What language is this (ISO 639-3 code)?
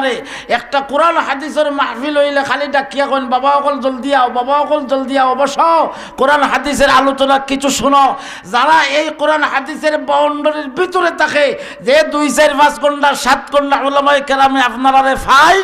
syl